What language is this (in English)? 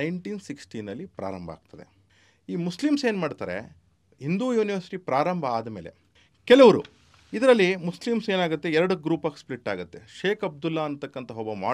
Kannada